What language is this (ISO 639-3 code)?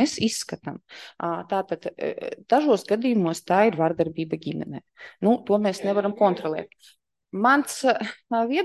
lav